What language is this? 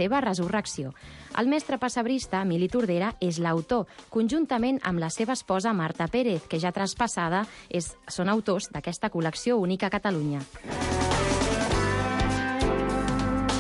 Catalan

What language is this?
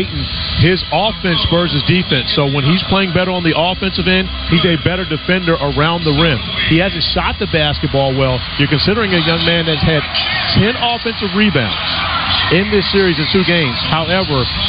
English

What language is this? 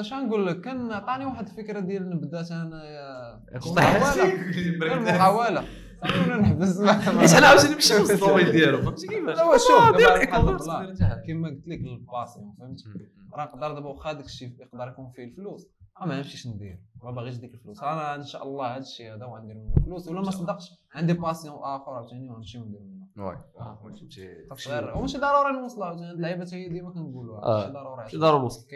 Moroccan Arabic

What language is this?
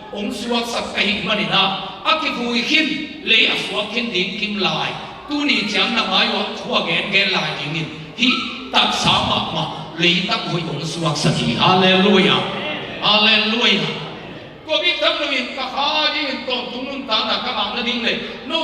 Tedim Chin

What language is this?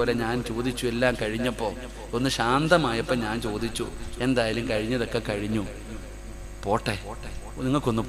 Malayalam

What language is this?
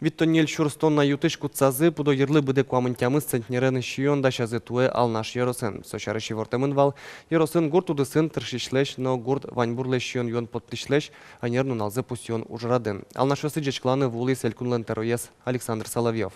Udmurt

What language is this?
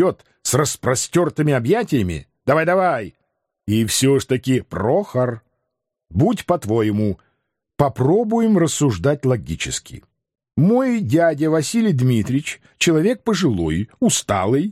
Russian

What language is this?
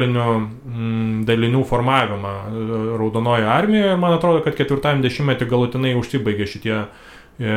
Lithuanian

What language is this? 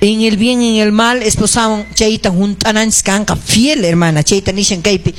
Quechua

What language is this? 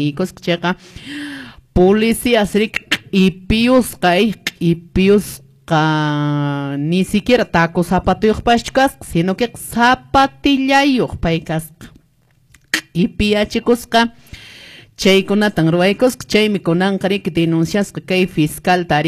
Quechua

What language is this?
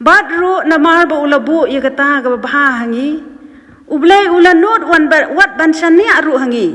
Khasi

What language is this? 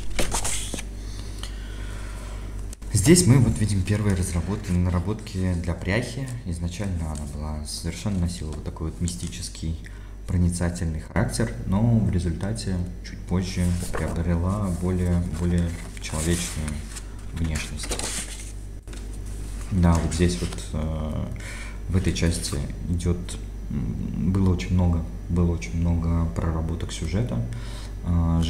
Russian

